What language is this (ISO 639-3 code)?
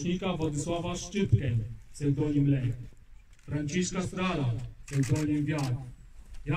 pol